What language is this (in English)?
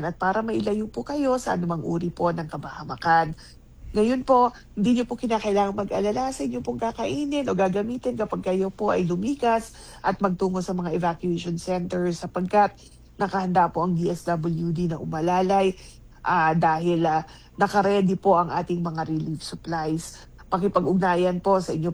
Filipino